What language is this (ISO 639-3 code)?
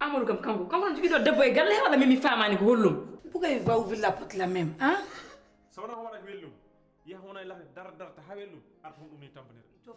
ful